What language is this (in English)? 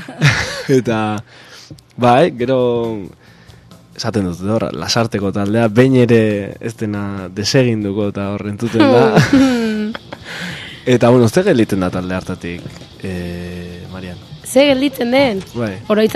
Basque